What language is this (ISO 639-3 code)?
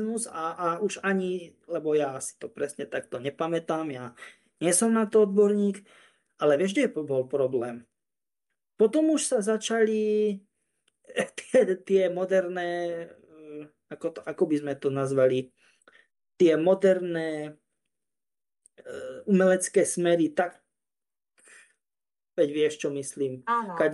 slk